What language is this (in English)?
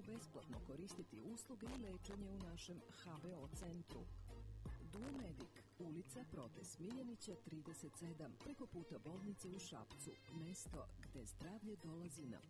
Serbian